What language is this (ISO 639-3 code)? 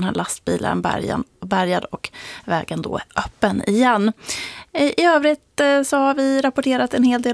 swe